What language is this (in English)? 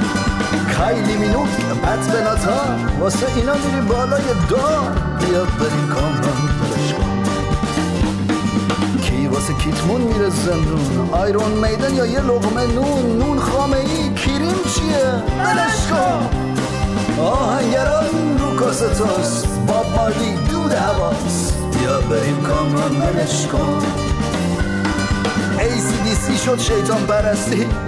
Persian